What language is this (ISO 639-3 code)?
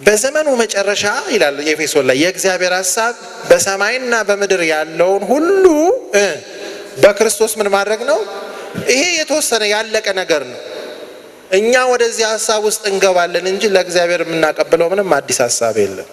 amh